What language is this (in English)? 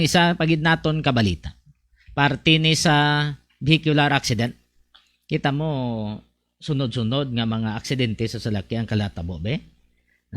Hiligaynon